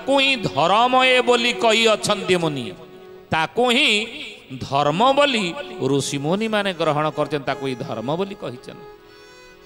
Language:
Odia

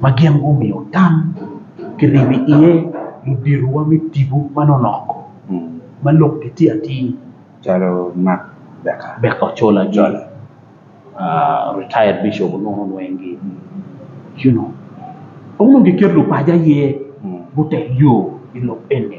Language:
Acoli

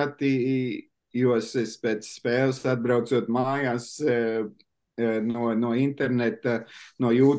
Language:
Latvian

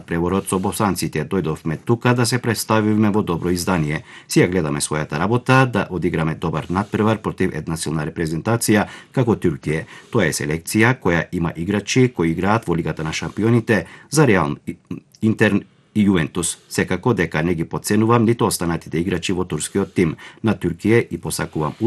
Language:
Macedonian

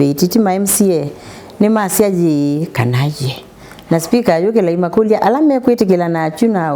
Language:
Kamba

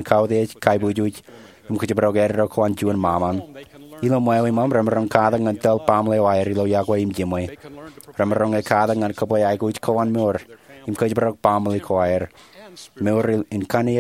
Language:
Marshallese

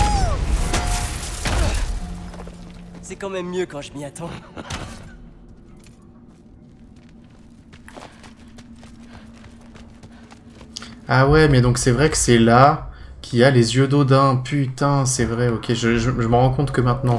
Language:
French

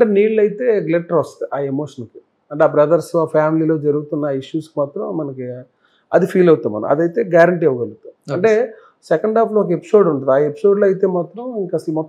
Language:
Telugu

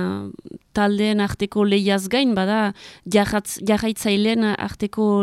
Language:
Basque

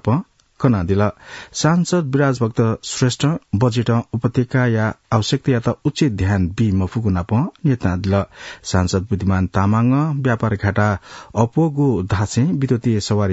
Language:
Newari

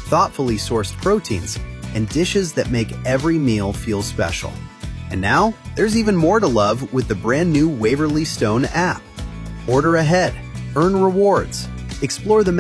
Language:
English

